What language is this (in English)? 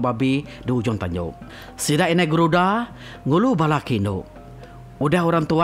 Iban